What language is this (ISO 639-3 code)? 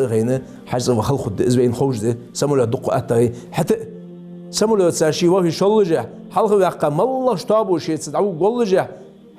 inh